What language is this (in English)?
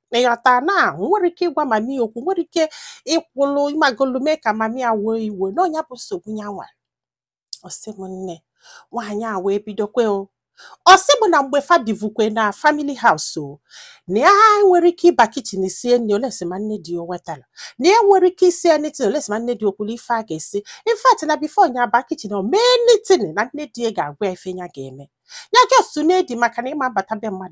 Igbo